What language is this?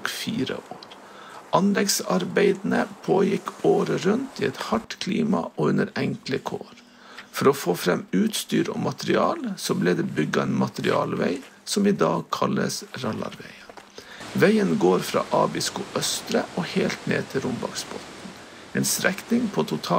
Norwegian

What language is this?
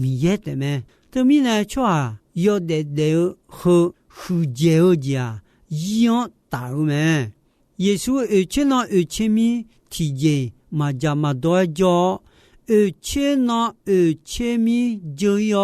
Akha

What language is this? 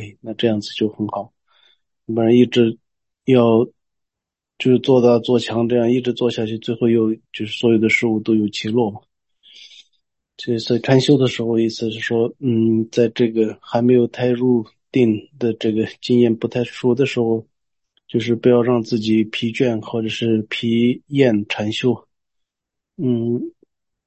Chinese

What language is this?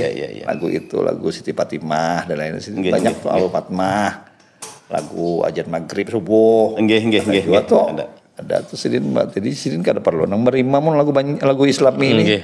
Banjar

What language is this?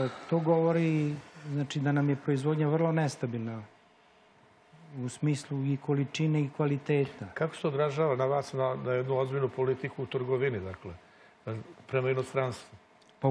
Serbian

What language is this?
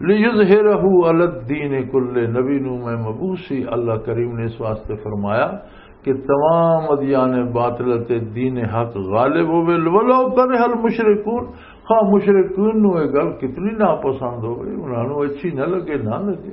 Western Panjabi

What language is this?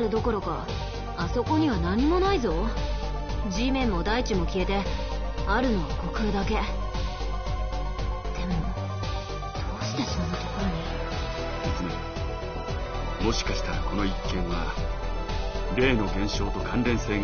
Japanese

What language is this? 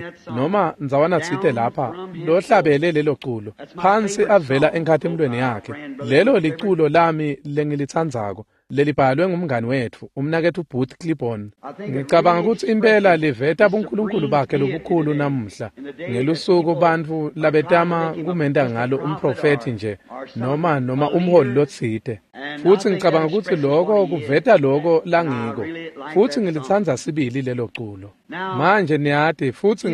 Swati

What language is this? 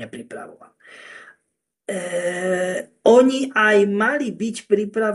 Slovak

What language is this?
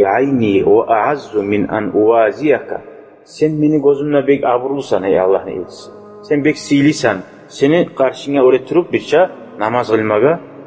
Kumyk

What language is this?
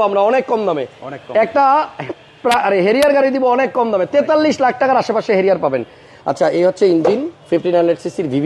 Bangla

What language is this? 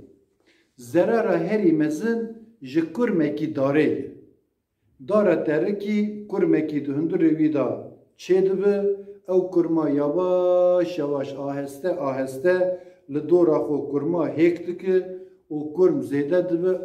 Kurdish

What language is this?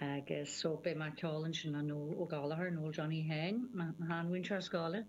Irish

